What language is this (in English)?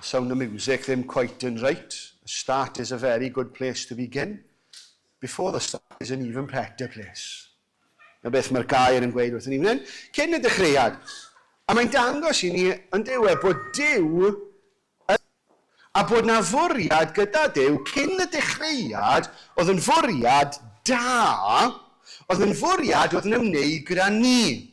Welsh